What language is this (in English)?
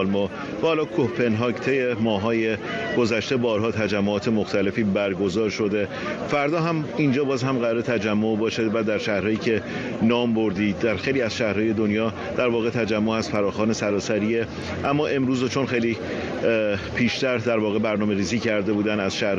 Persian